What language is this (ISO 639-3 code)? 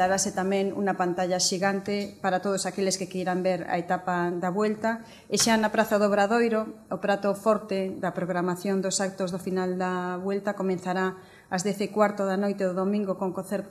glg